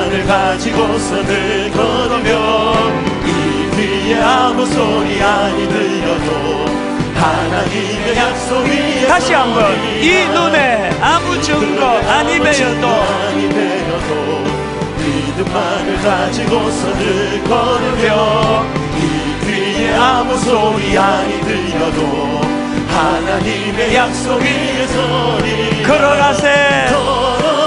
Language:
Korean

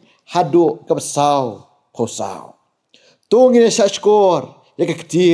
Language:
Khasi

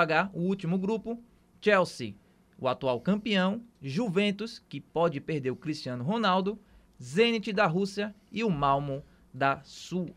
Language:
Portuguese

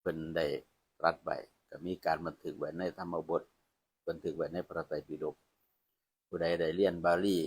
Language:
Northeastern Thai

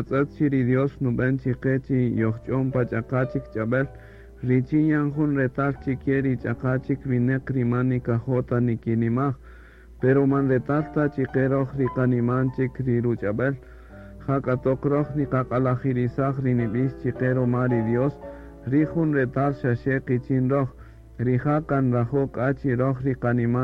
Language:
Kaqchikel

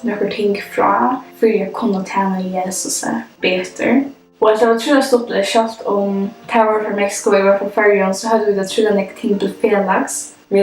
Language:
Faroese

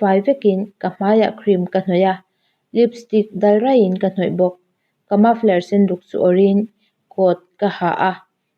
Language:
Mizo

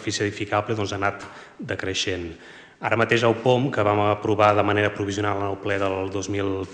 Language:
Catalan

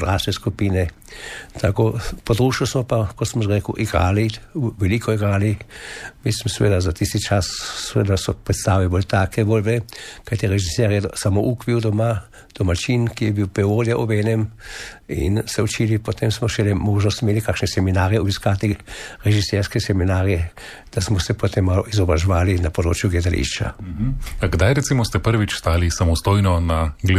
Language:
Slovenian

